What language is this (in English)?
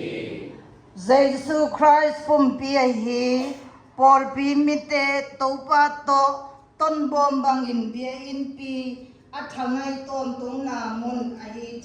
Siyin Chin